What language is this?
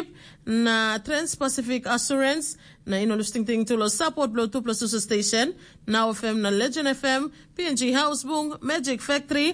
Tok Pisin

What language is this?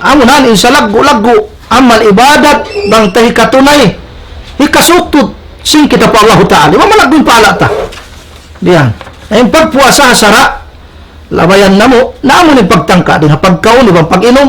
Tausug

